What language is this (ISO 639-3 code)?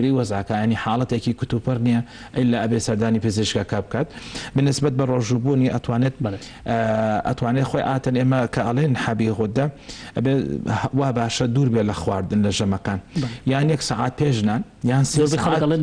ckb